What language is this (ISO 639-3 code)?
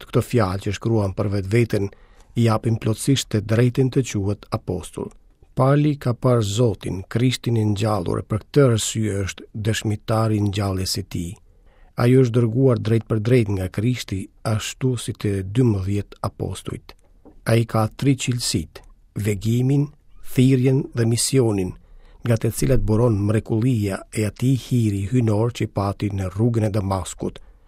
sqi